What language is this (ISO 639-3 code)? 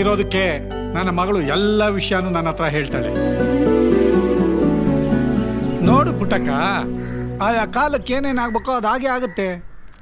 kan